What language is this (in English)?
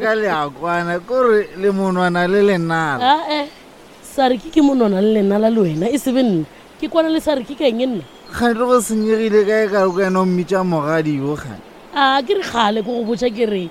Northern Sotho